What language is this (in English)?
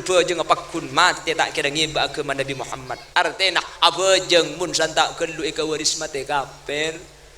Madurese